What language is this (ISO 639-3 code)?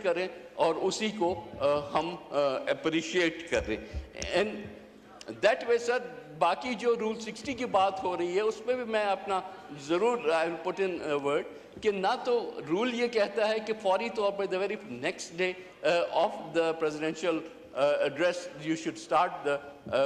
hin